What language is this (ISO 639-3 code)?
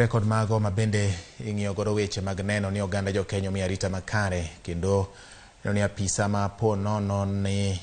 luo